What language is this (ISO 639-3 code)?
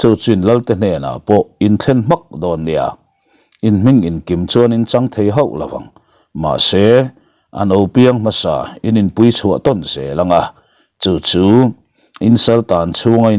lus